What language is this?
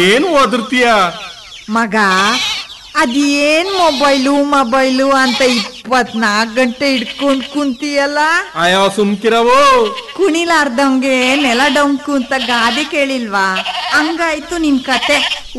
Kannada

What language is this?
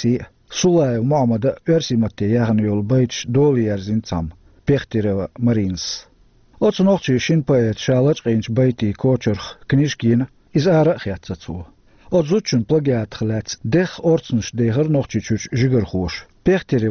Chechen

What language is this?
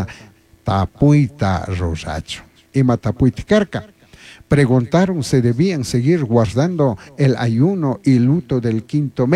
Chimborazo Highland Quichua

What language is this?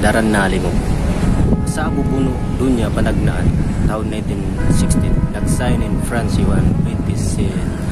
Tausug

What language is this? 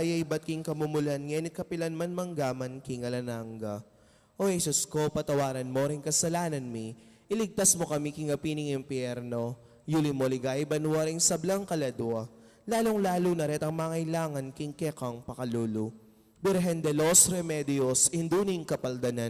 Pampanga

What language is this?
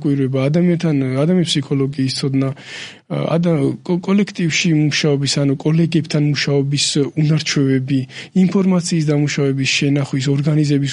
Georgian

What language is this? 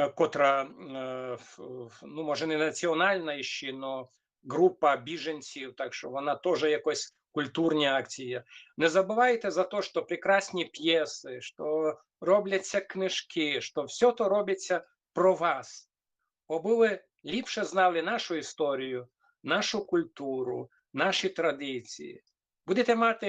Rusyn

